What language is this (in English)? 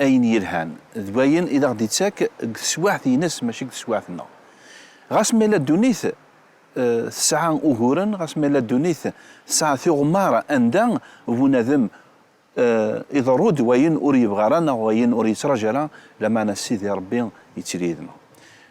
Kabyle